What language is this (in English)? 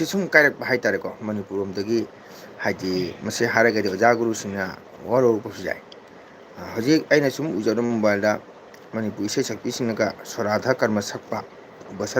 Manipuri